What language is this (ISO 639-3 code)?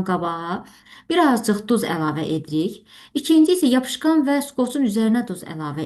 aze